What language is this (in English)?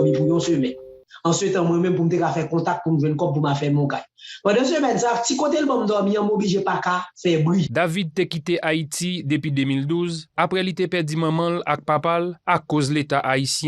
Haitian Creole